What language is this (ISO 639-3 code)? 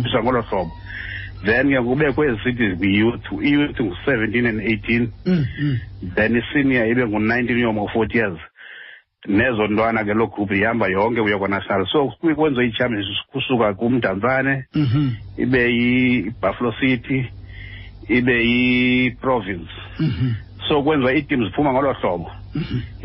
xho